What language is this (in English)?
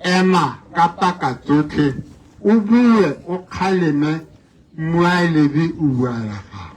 Tswana